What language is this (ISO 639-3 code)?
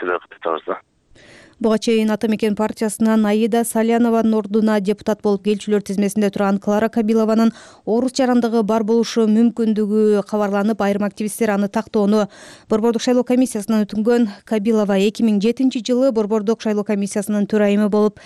kir